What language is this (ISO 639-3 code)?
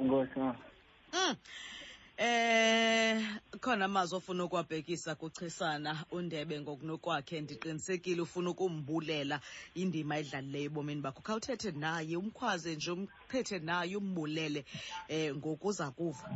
xho